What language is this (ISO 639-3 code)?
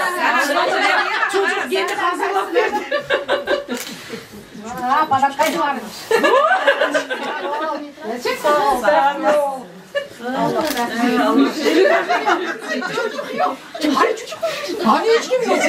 tur